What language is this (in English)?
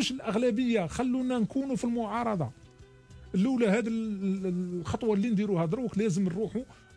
Algerian Arabic